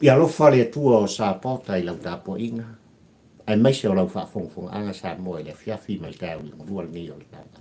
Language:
Samoan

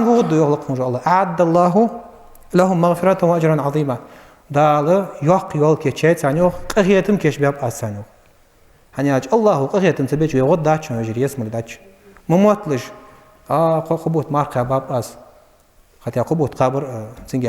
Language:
Ingush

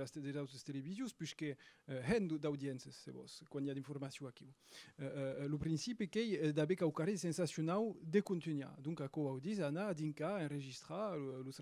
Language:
Occitan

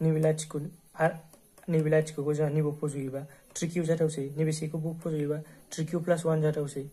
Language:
Bodo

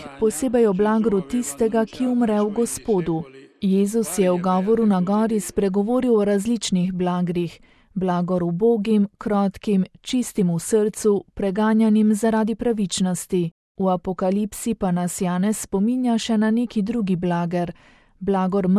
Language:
Slovenian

